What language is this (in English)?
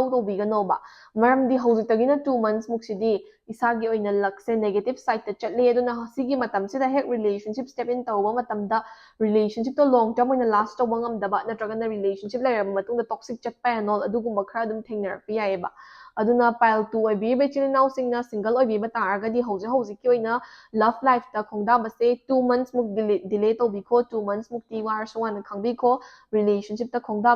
Manipuri